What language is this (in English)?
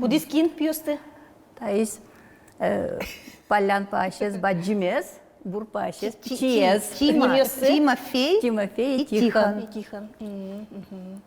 Udmurt